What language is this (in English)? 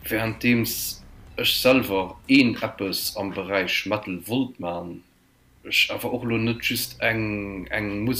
Luxembourgish